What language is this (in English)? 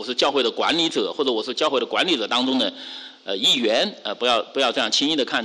Chinese